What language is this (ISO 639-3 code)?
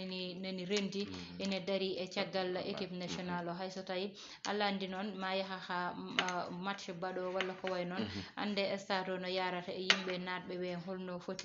ful